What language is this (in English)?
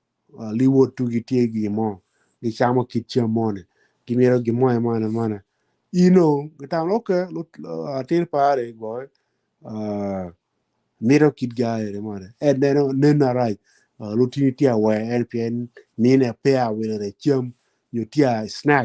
Acoli